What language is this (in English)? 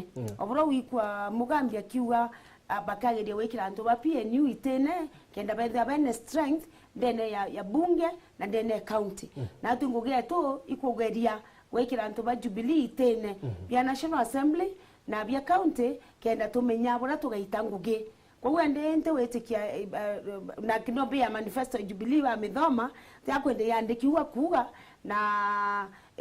Meru